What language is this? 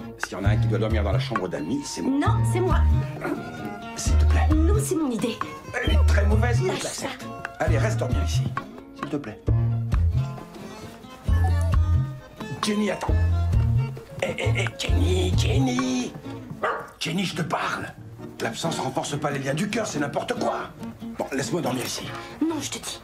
French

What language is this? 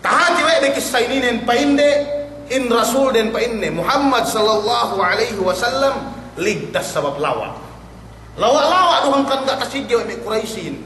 Yakan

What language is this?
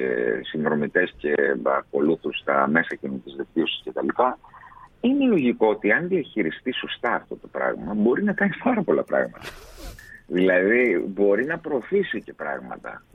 Greek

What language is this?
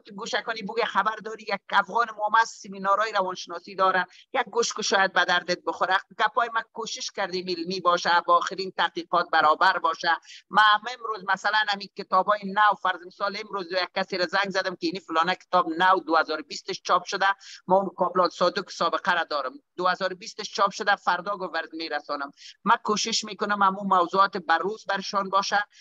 Persian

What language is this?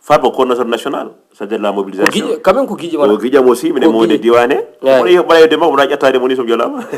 Fula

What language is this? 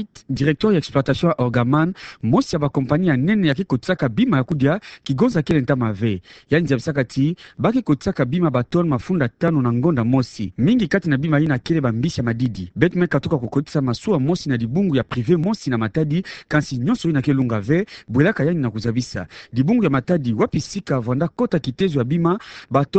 Kituba (Democratic Republic of Congo)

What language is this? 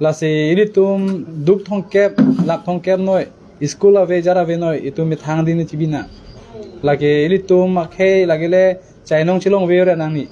Karbi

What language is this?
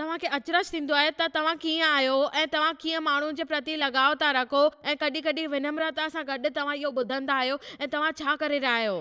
Sindhi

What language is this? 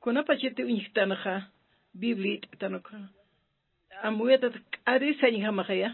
Aymara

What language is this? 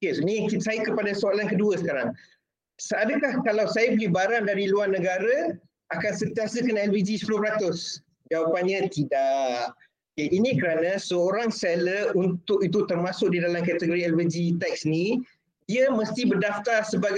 Malay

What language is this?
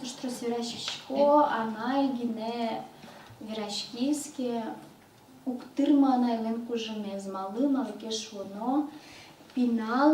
Udmurt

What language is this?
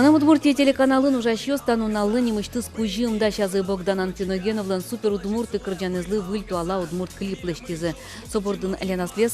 Udmurt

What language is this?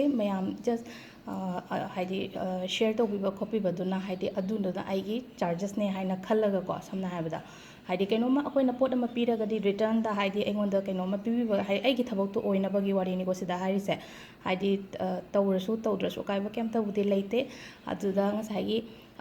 Manipuri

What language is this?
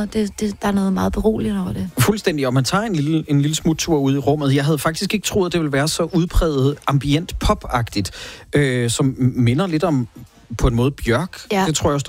Danish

